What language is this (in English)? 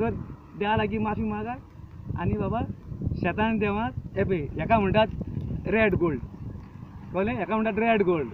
Konkani